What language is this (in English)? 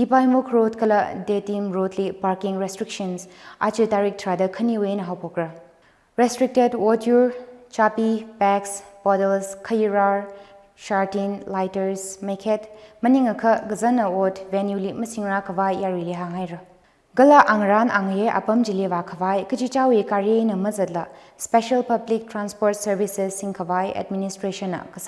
Tangkhul Naga (India)